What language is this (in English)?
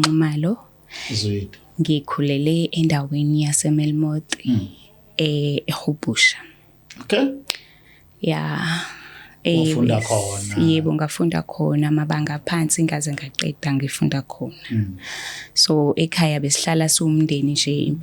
Zulu